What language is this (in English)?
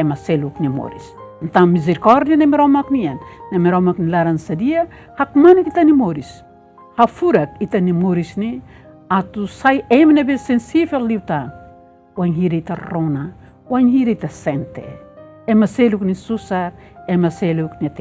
Tetum